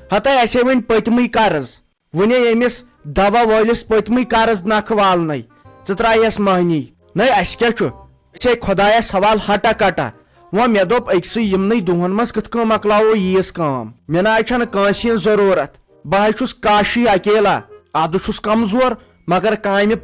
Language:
Kashmiri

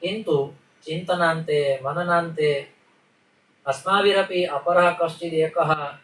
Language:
Sanskrit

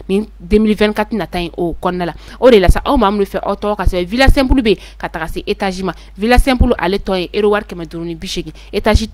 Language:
Bambara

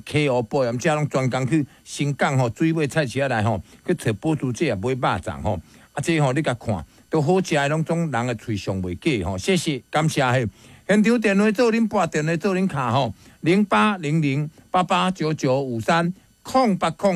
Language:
Min Nan Chinese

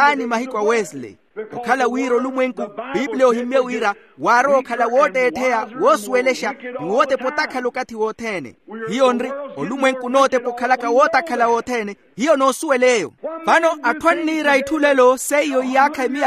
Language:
Makhuwa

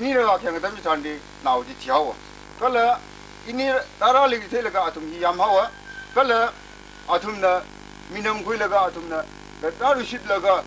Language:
Tangkhul Naga (India)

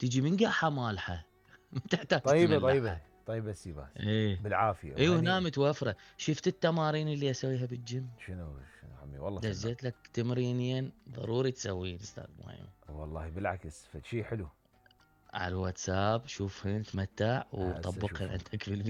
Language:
Mesopotamian Arabic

